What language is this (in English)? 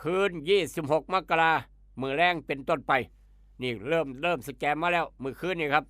Lao